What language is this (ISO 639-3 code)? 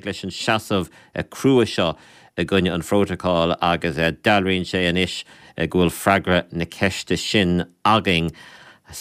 gle